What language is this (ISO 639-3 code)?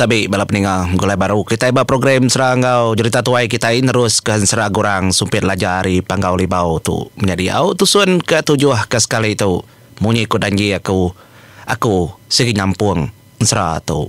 iba